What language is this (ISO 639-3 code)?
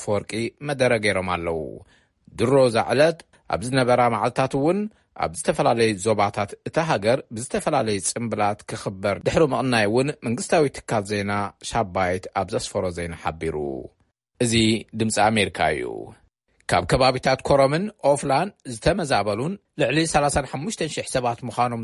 tir